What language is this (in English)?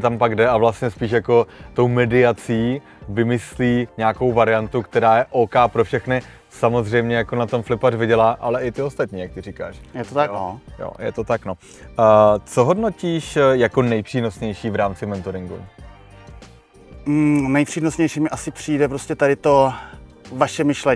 Czech